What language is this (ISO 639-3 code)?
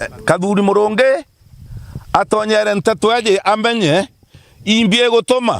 mer